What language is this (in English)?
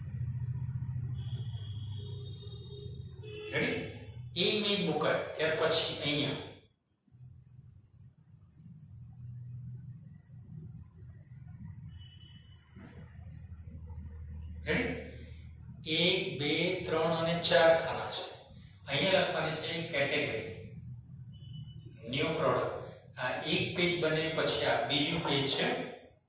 Gujarati